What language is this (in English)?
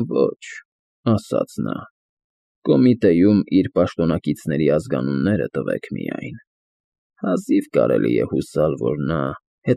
Armenian